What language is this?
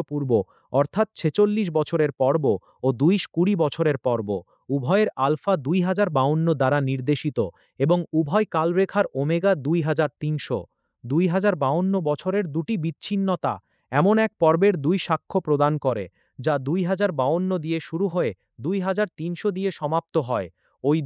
Bangla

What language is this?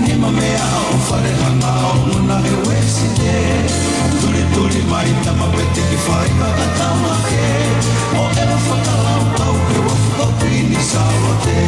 Tongan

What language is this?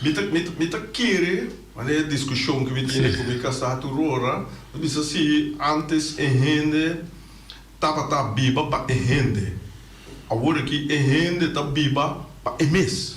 Papiamento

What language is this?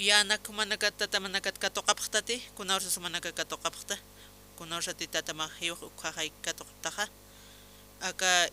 Aymara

